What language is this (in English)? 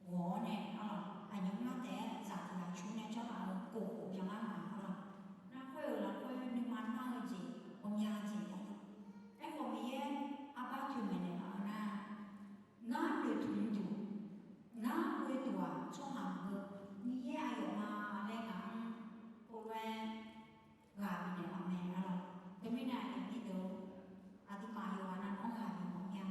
Akha